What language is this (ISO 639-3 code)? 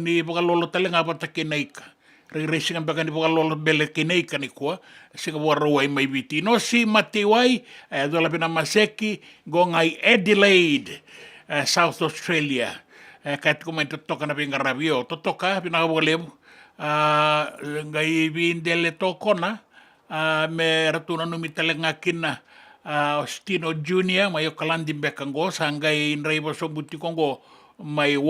fij